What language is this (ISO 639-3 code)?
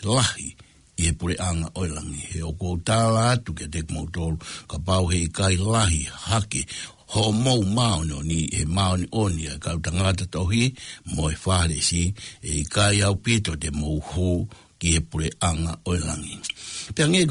ton